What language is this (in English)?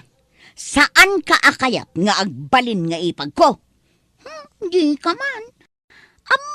Iloko